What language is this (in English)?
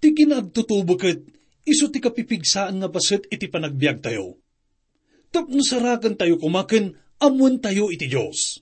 Iloko